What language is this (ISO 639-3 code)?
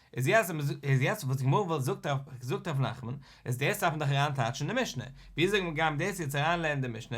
yid